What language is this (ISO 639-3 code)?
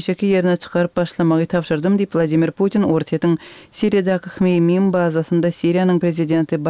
kir